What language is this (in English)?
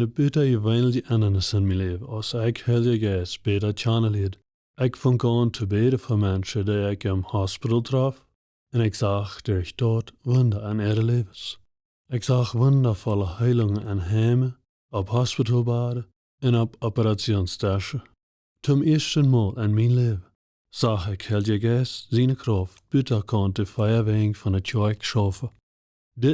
Plautdietsch